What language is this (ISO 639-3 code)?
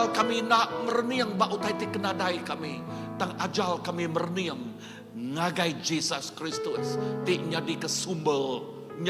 iba